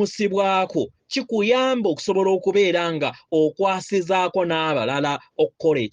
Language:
Ganda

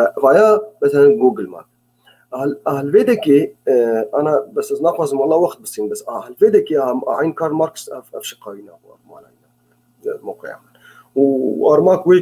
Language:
Kurdish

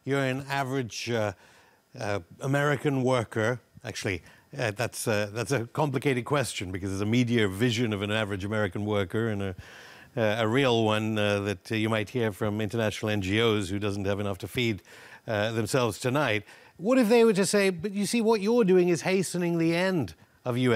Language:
English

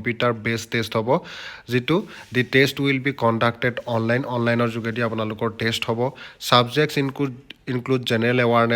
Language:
Assamese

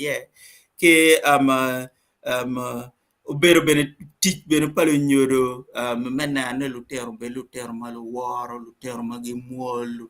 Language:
Acoli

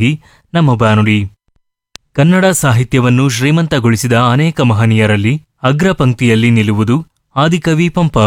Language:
Kannada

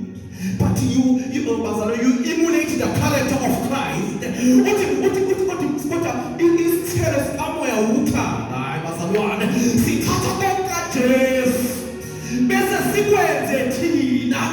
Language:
Zulu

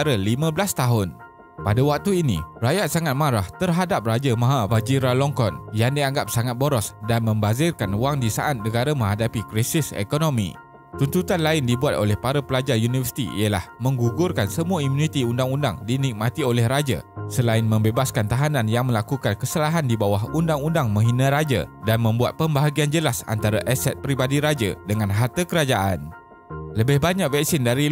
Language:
Malay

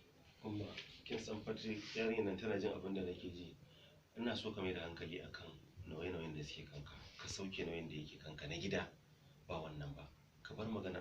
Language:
Hausa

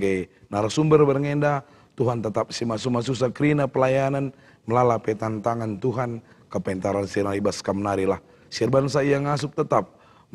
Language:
Batak Karo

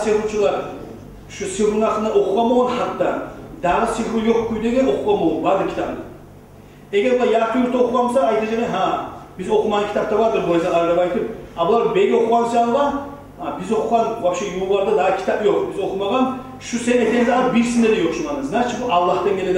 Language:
Kumyk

